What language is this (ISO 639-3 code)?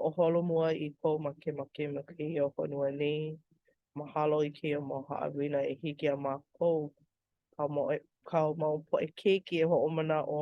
haw